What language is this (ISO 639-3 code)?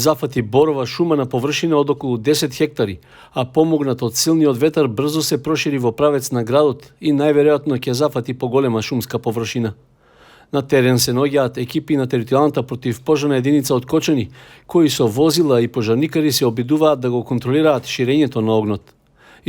mkd